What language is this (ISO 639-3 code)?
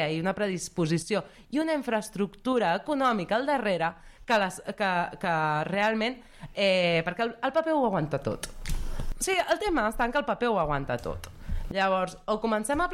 cat